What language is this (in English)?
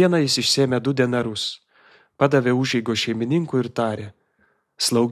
Lithuanian